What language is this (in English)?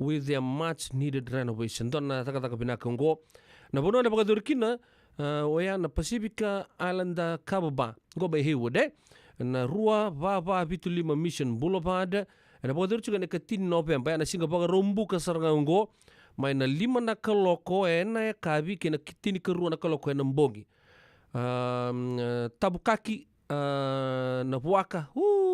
Fijian